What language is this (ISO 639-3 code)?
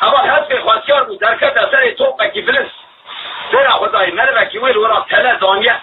kur